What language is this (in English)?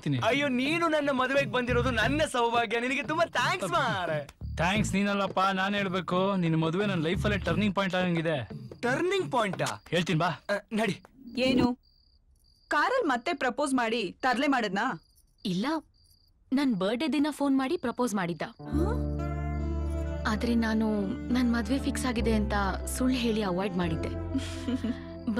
Kannada